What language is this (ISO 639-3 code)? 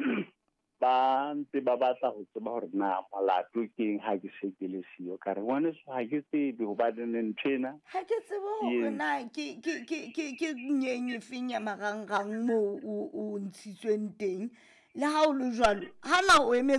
sot